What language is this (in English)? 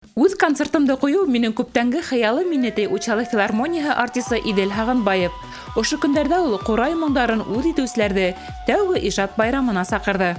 Bashkir